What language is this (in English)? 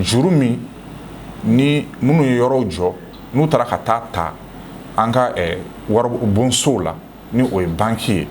Bambara